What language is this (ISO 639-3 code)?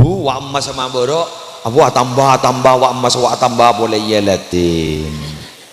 mad